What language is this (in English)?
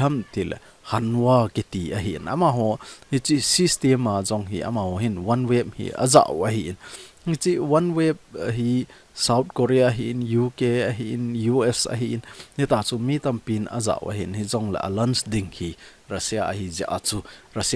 Thado Chin